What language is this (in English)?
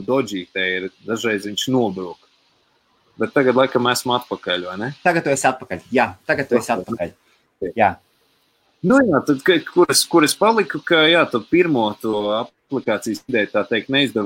Latvian